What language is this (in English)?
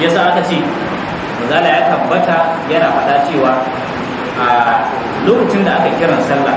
Hausa